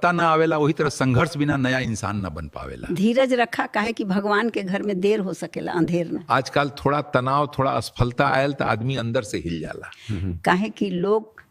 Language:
Bhojpuri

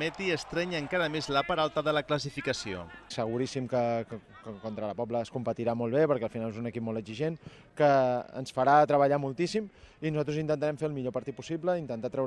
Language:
Catalan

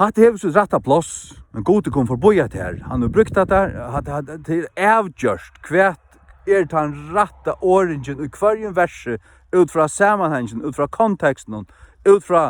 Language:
Faroese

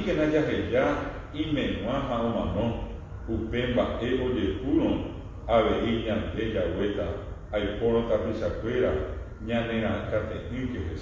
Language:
Guarani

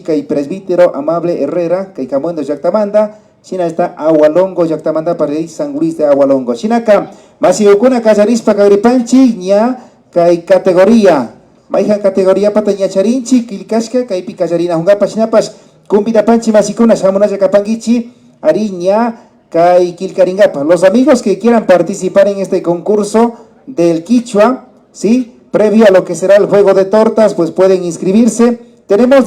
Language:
Imbabura Highland Quichua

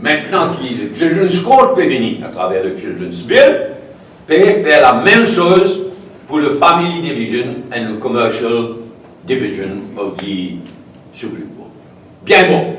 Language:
Morisyen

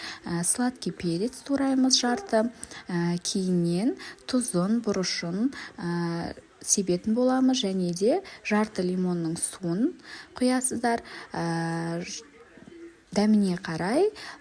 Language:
Kazakh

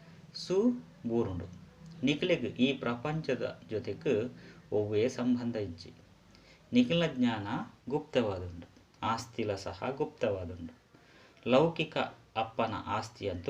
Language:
Tulu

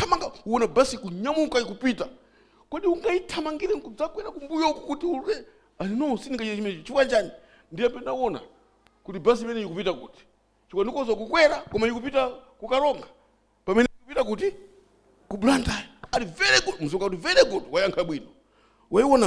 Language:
Nyanja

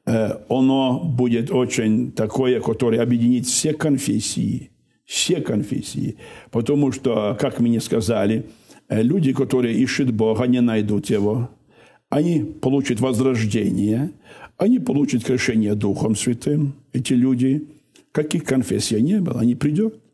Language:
Russian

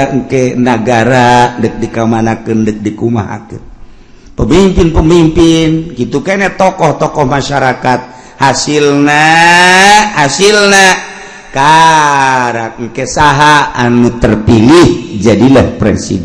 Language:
Sundanese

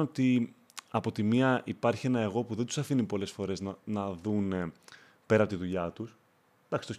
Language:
Greek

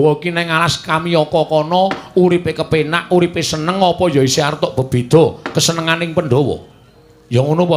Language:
Javanese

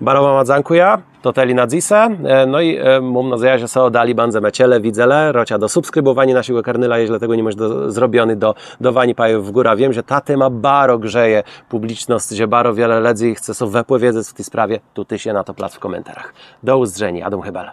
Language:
Kashubian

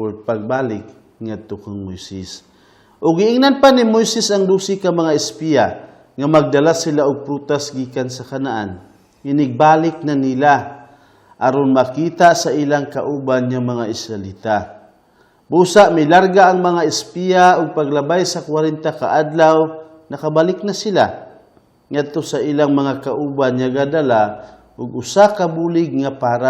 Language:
Cebuano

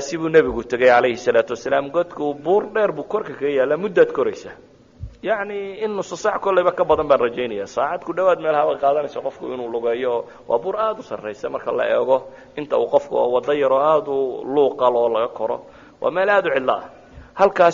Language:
Somali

